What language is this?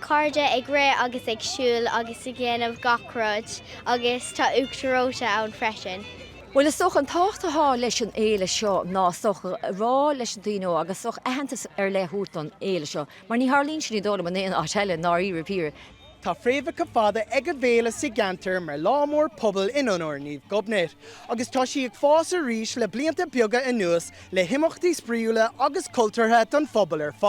Irish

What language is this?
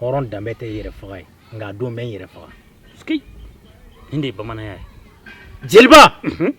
Bambara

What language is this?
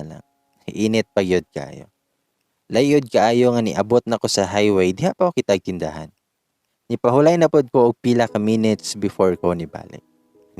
Cebuano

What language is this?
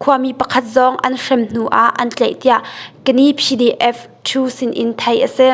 Hakha Chin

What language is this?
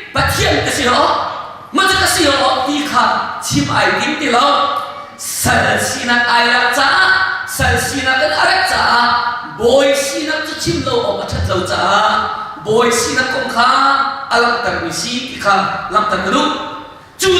Hakha Chin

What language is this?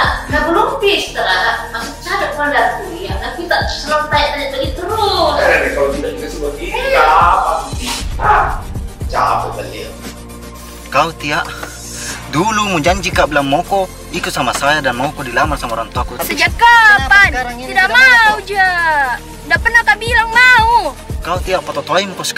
Makassar Malay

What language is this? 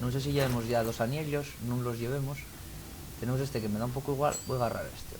Asturian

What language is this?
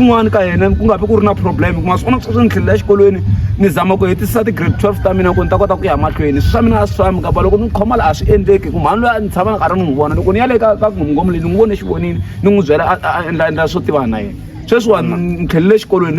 Tsonga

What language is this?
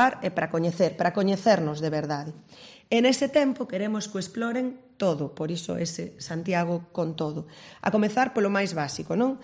Galician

